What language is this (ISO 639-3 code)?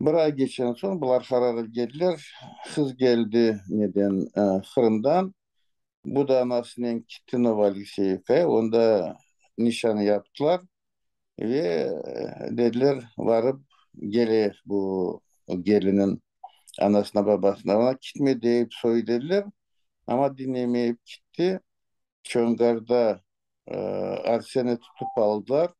crh